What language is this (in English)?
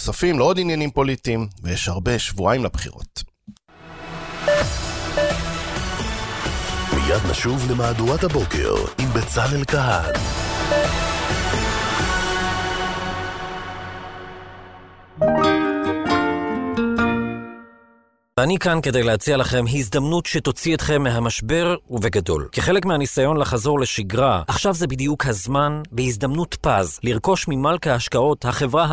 Hebrew